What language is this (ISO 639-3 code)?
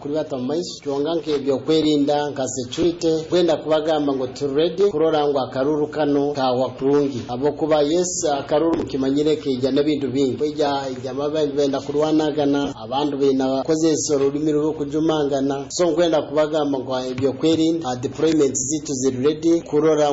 nyo